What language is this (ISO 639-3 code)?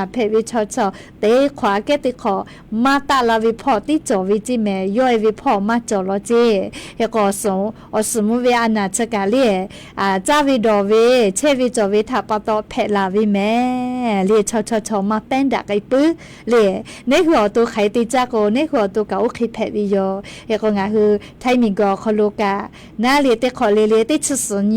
lhu